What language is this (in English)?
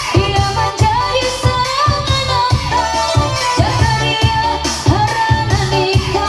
Ma'anyan